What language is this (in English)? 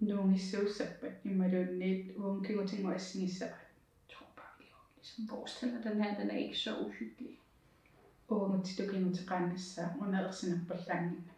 Kalaallisut